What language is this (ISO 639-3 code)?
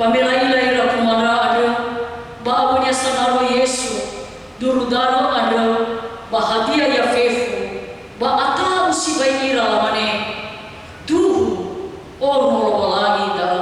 nia